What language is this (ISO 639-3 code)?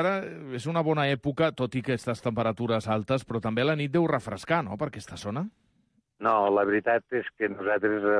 cat